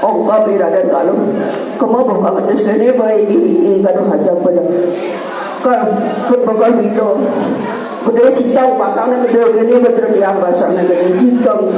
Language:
Balinese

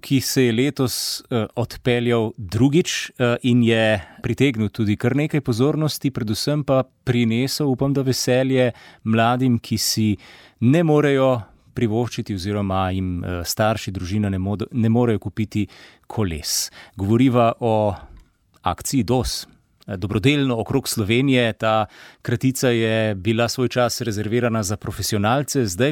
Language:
Slovenian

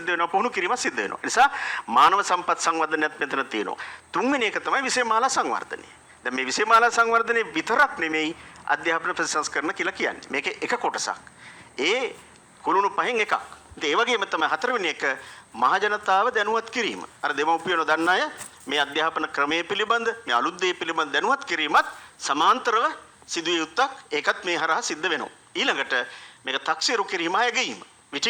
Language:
Sinhala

